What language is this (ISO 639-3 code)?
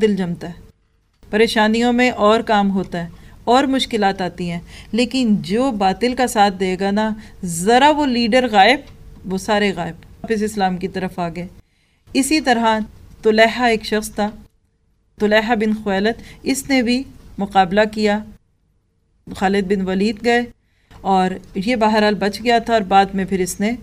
urd